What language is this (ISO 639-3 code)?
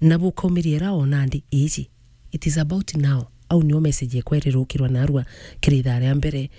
mer